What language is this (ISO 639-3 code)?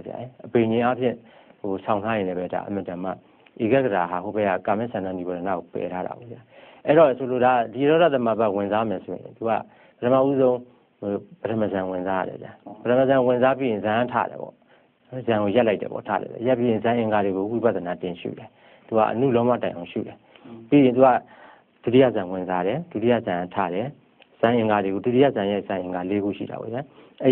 mya